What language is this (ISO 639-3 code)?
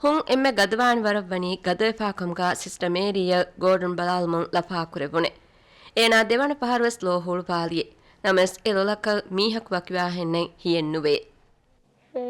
div